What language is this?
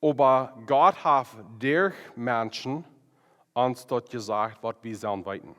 Plautdietsch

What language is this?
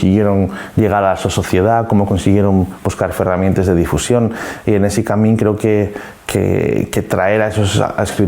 Asturian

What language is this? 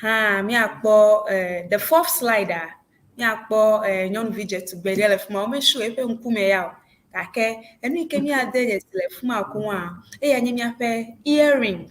Ewe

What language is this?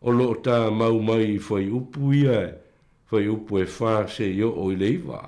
Samoan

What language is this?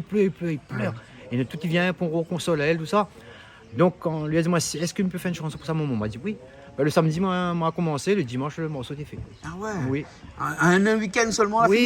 Réunion Creole French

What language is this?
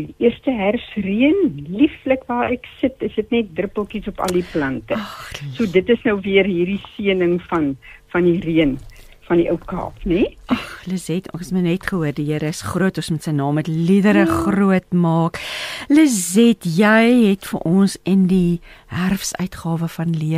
Afrikaans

